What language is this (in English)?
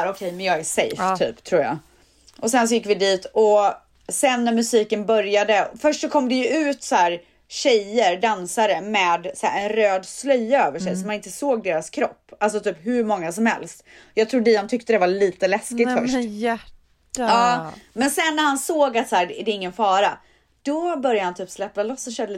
Swedish